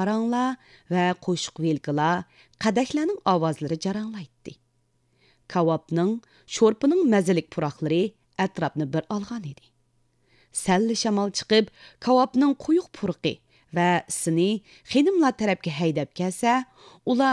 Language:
Uyghur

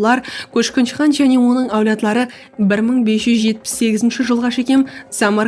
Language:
Kara-Kalpak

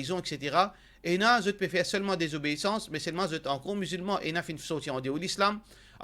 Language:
Morisyen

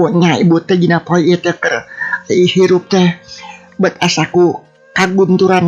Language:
Sundanese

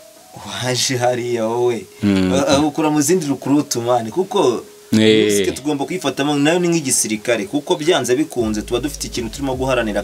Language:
Kinyarwanda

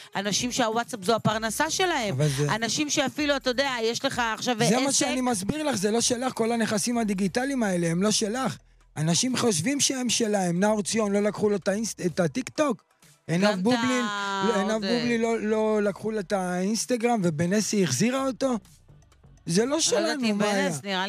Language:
Hebrew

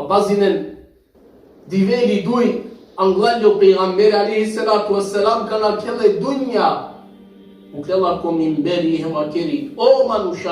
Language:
Balkan Romani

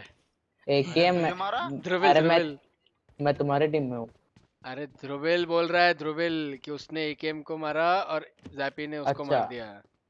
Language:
Hindi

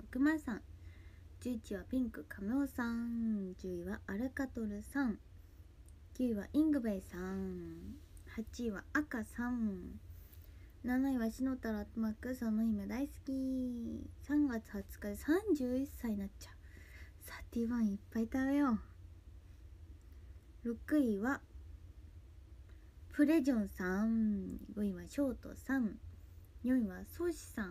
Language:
Japanese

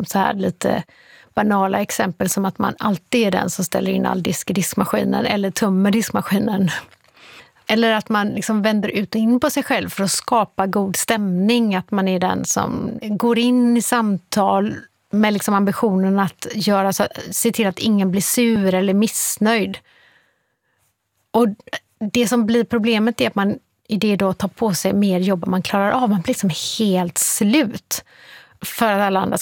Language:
Swedish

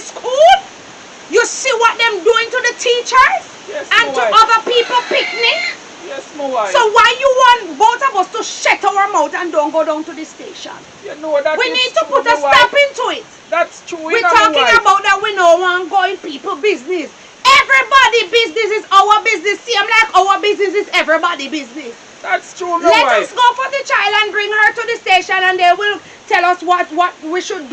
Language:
Jamaican Creole English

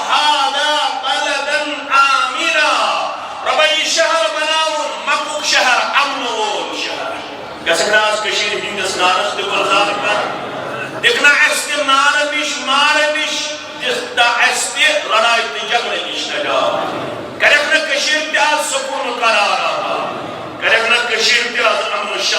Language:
Kashmiri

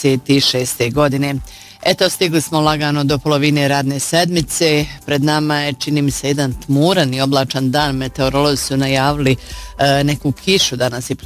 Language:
Bosnian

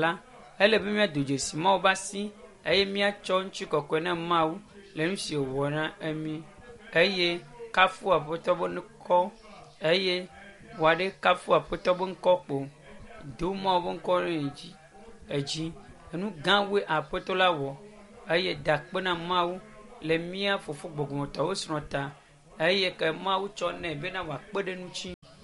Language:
Ewe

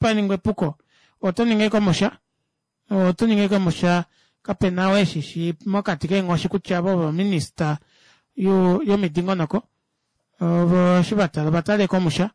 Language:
Kuanyama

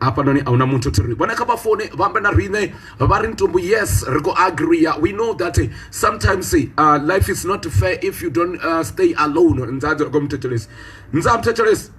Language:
Venda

